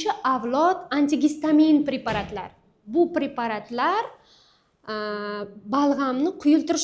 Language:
Uzbek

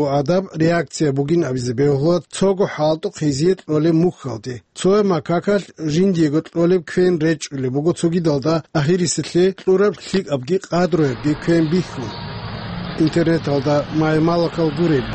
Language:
Avaric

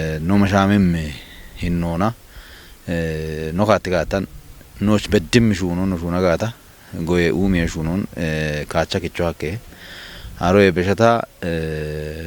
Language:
Kafa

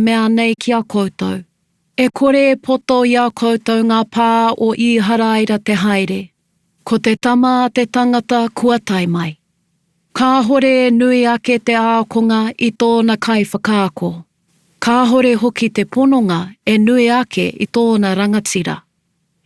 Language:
Māori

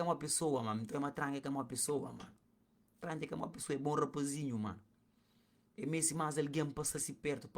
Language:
Kabuverdianu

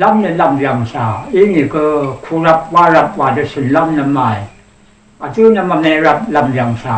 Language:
Rawang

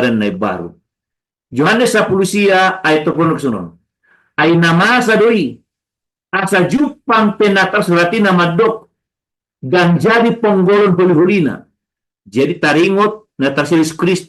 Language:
Batak Toba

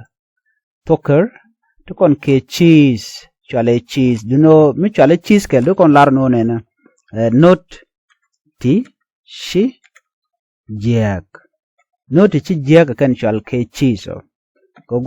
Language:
Nuer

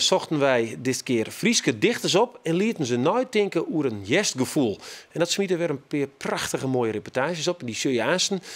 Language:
Western Frisian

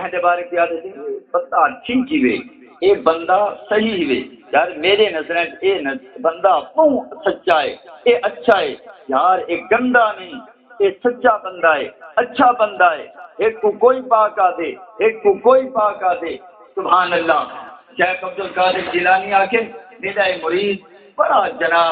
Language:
Saraiki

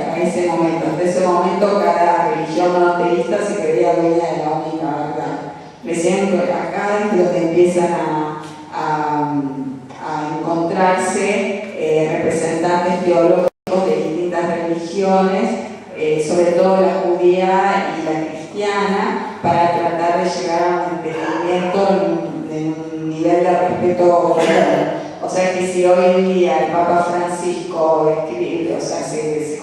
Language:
Ladino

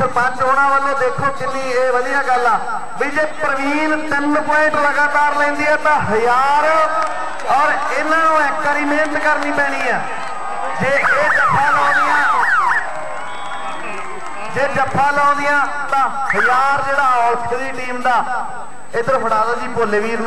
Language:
Punjabi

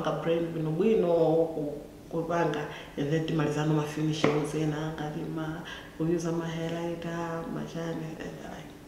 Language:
Nyanja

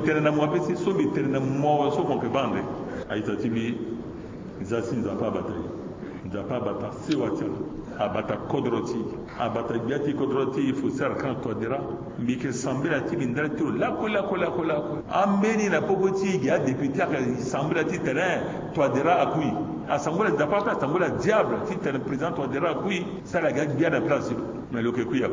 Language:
Sango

